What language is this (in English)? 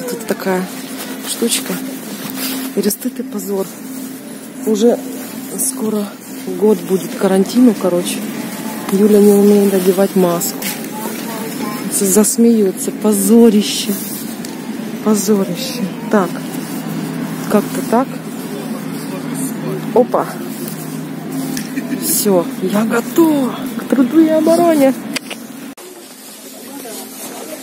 Russian